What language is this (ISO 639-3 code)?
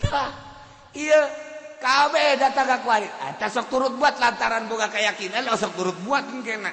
sun